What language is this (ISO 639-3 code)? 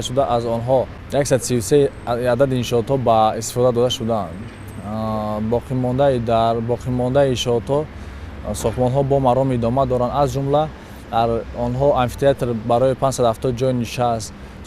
tgk